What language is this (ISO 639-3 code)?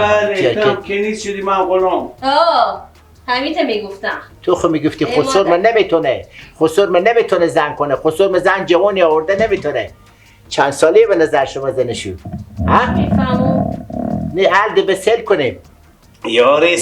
fas